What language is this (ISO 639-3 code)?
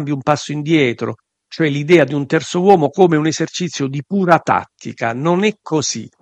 ita